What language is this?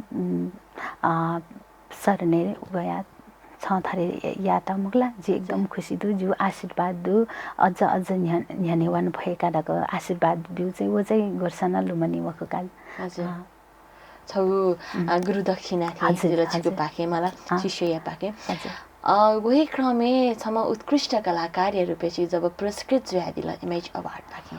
Newari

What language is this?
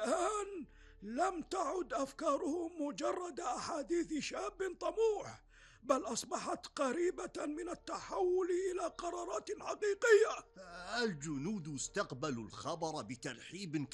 Arabic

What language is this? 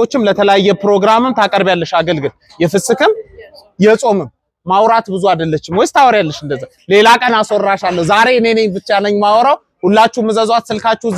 Amharic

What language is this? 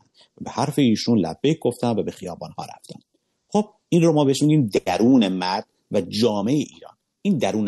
Persian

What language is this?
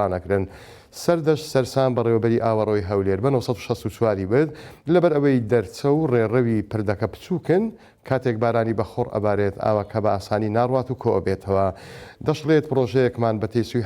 Central Kurdish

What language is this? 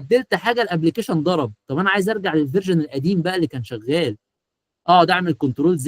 Egyptian Arabic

